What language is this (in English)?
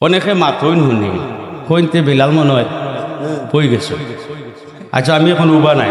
Sylheti